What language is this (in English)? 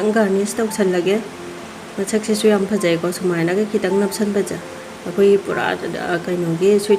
Manipuri